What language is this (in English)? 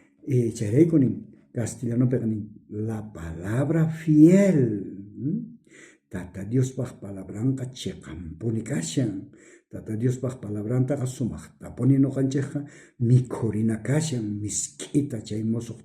South Bolivian Quechua